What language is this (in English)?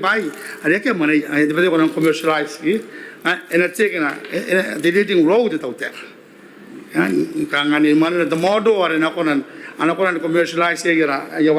Gilbertese